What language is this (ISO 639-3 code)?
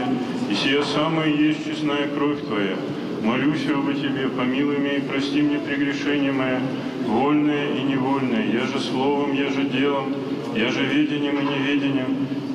rus